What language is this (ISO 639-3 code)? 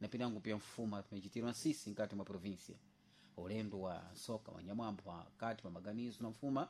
seh